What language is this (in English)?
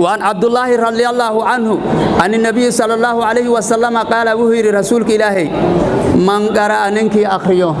Somali